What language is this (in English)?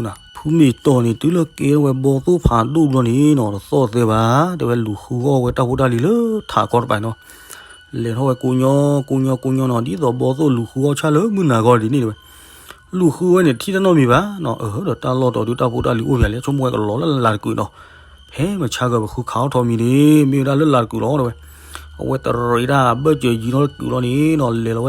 S'gaw Karen